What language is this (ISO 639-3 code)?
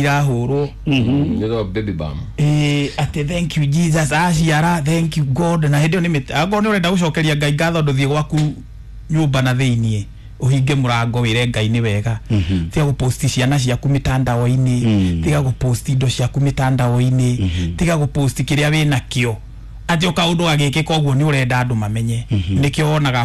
kik